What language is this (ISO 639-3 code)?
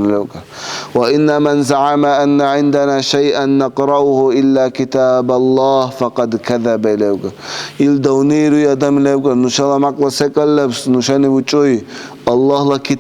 dar